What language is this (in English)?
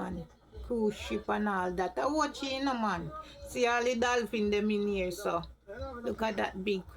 Jamaican Creole English